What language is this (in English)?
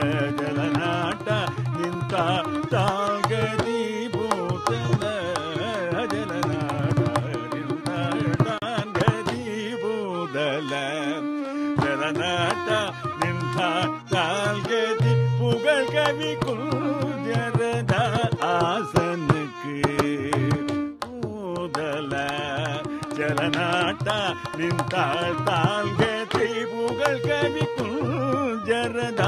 Tamil